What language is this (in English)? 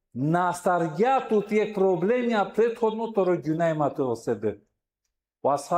Balkan Romani